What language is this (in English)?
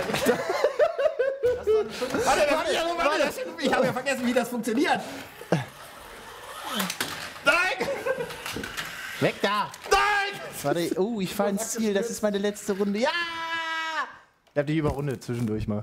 German